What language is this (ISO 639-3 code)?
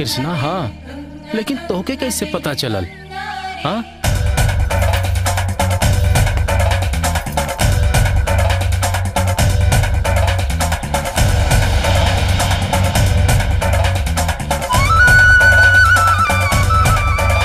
bho